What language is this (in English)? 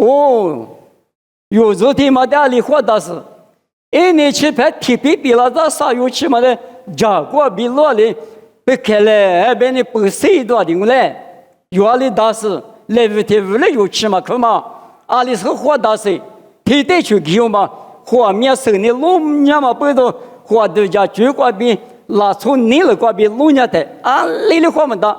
Lisu